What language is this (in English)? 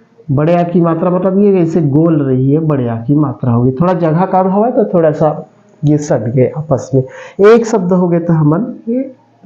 Chhattisgarhi